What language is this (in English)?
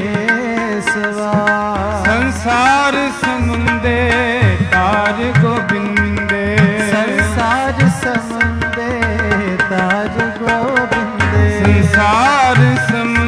Hindi